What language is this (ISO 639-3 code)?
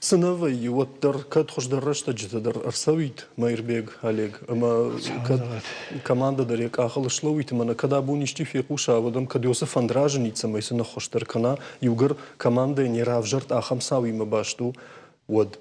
oss